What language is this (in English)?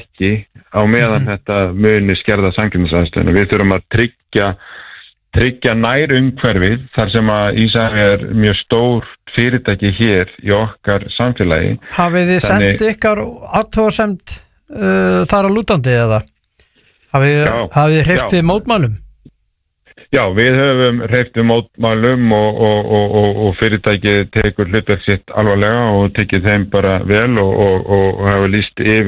Icelandic